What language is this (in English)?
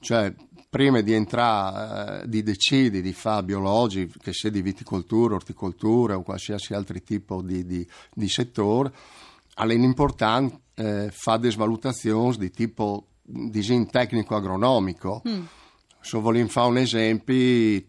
Friulian